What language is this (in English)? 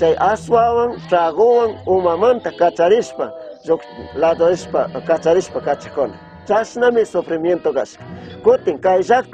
Chimborazo Highland Quichua